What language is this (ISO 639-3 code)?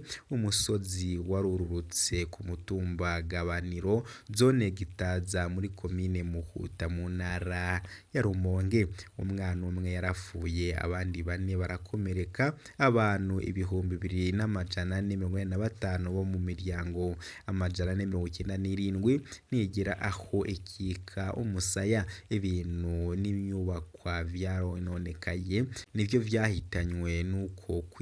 run